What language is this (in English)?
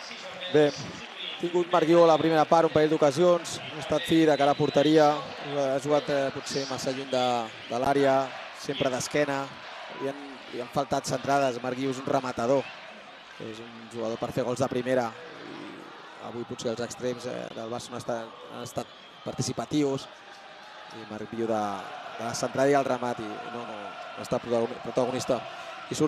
Catalan